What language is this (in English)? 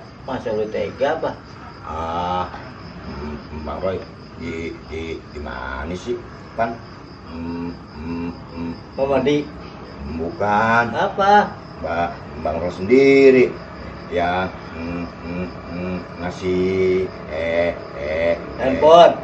Betawi